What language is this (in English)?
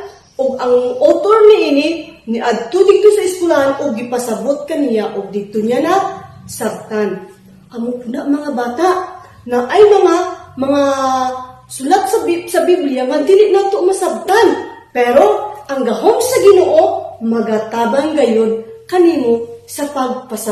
Cebuano